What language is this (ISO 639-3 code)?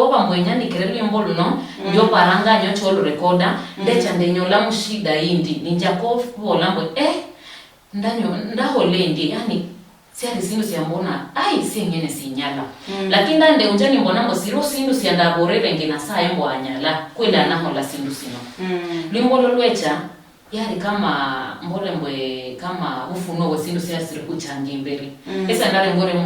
luy